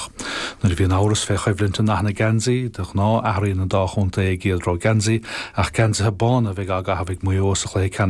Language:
Irish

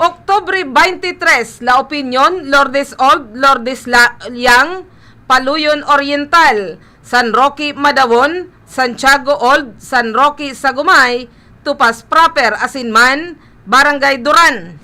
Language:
Bikol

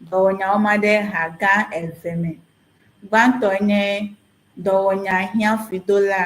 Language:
Ewe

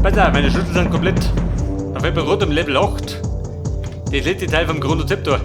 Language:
Bavarian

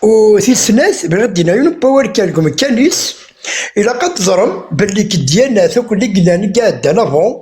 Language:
Kabyle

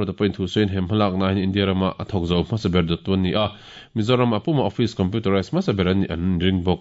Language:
Mizo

